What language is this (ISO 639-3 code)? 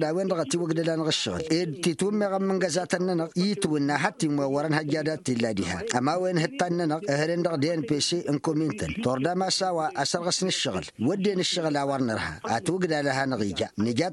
taq